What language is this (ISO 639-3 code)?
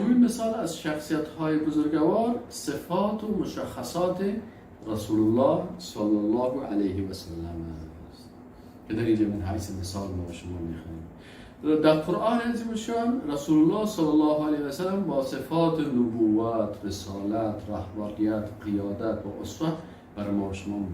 fas